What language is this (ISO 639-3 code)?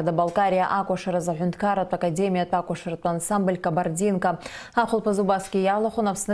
abk